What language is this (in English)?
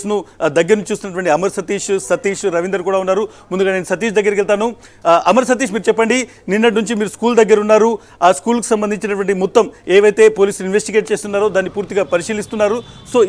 Telugu